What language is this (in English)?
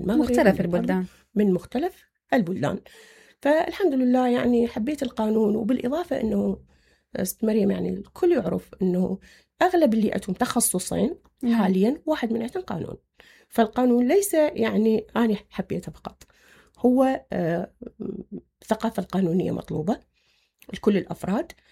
Mesopotamian Arabic